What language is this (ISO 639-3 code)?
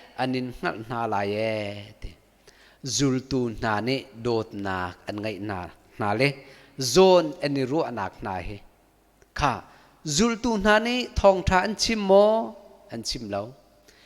cnh